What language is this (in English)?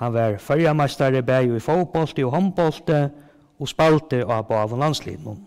Faroese